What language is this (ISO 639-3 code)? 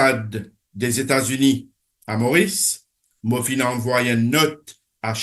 mfe